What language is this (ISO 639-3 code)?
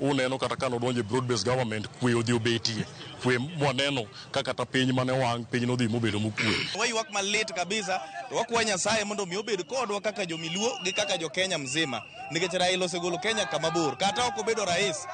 luo